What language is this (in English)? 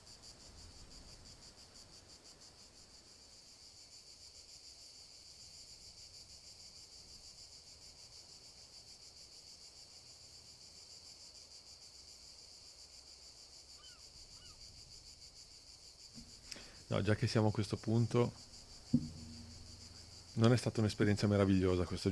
Italian